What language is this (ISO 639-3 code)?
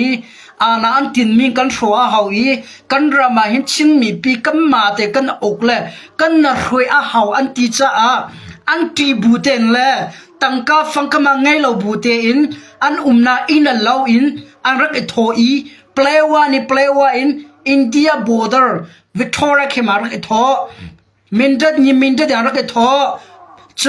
cnh